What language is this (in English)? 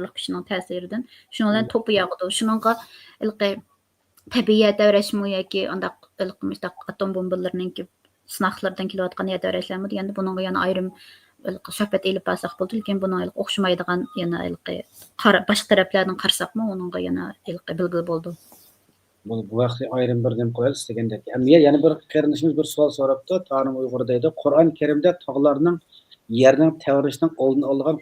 Uyghur